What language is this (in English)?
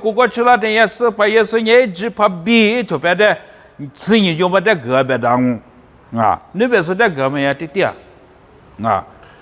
Lisu